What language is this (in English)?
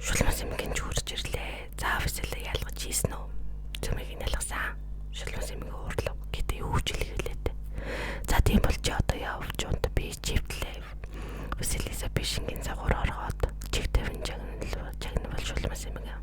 Mongolian